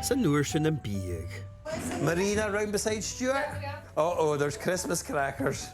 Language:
Scottish Gaelic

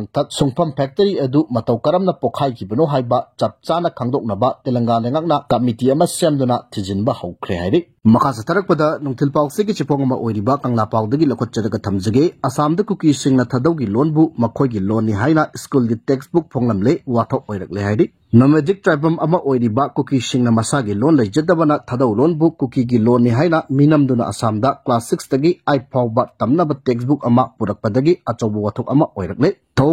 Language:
Manipuri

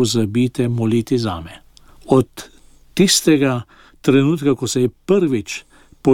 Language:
Slovenian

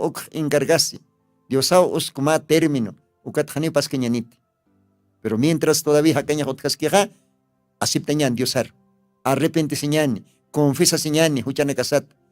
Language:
Aymara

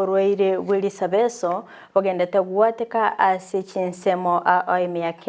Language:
Gusii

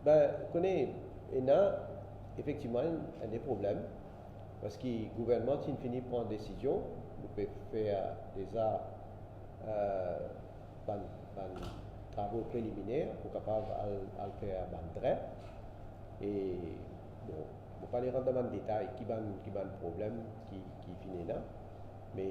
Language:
Morisyen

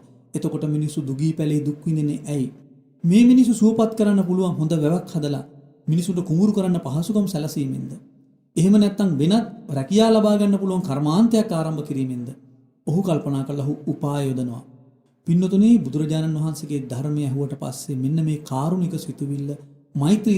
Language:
Sinhala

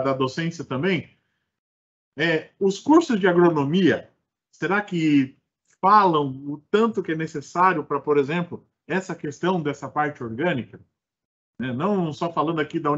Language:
Portuguese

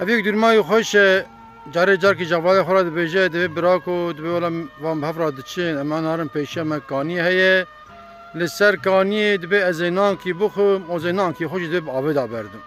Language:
Kurdish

